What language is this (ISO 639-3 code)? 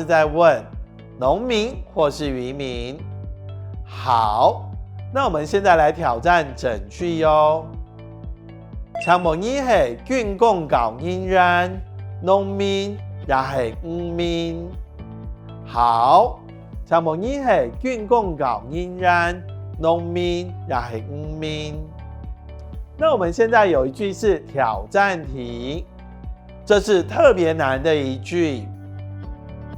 hak